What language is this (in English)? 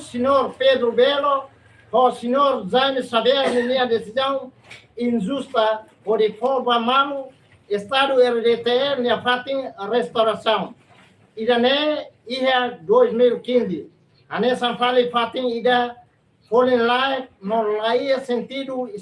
Tetum